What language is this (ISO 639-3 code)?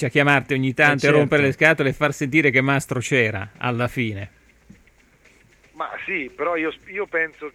ita